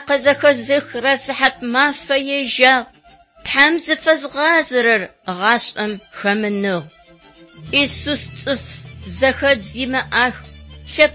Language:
Adyghe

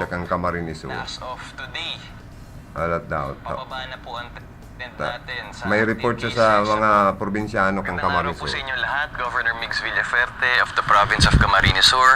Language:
Bikol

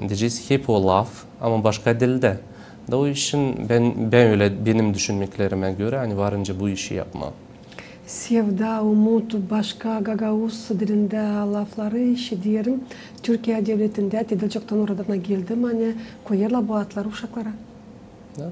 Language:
Gagauz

